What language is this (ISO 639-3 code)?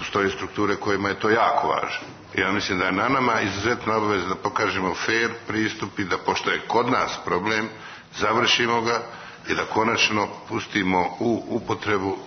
srp